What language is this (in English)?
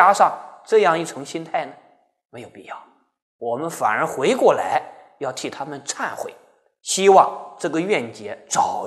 Chinese